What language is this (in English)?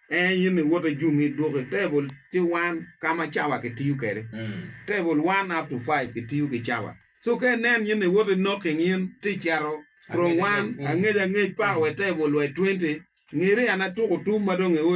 Acoli